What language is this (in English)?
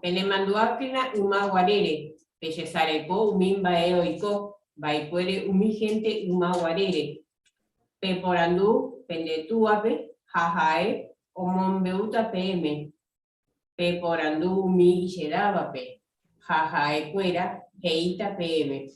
Guarani